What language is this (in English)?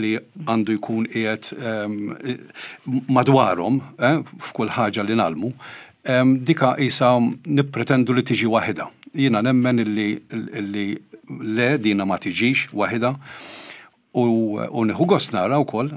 Maltese